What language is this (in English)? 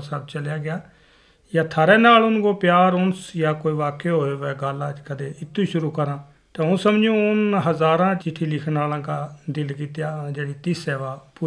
Gujari